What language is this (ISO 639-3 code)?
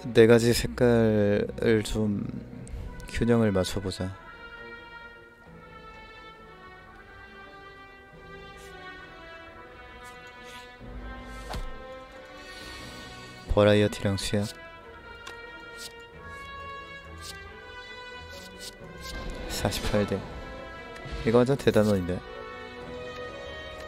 kor